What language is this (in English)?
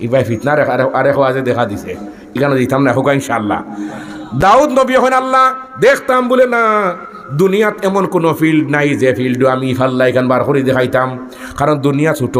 Sylheti